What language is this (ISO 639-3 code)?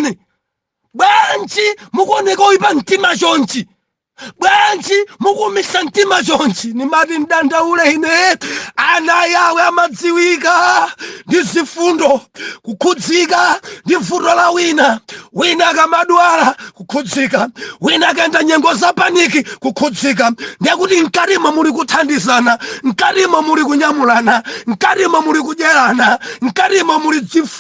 nya